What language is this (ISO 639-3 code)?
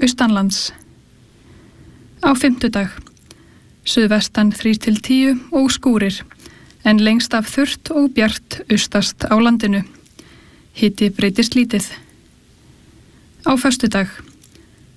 isl